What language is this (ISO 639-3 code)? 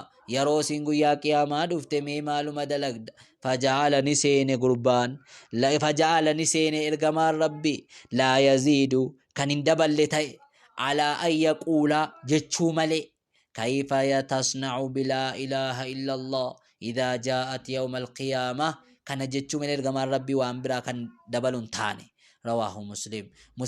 orm